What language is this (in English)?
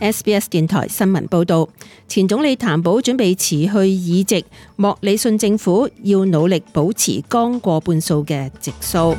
Cantonese